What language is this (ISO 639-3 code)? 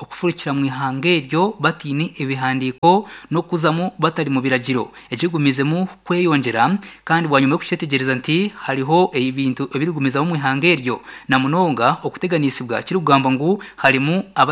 nyn